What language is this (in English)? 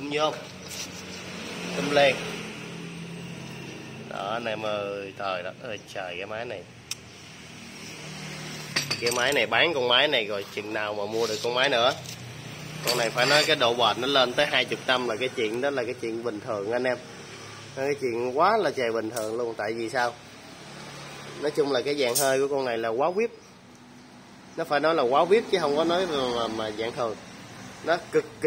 Vietnamese